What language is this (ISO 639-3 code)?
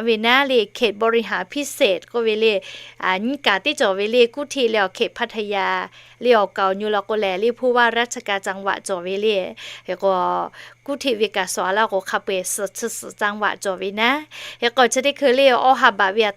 lhu